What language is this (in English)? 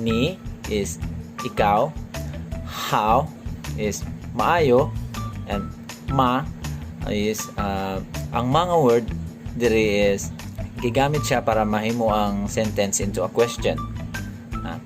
Cebuano